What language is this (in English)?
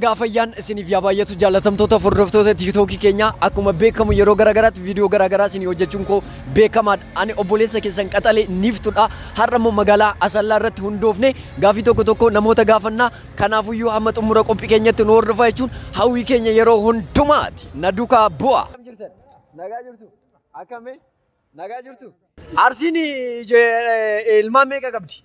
Oromo